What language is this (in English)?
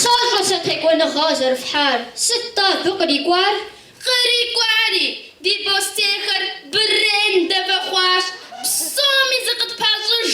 Kabardian